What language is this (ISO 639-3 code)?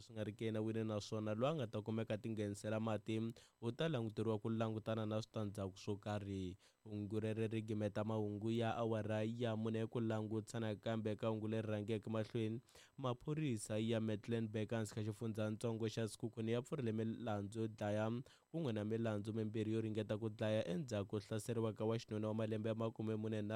tso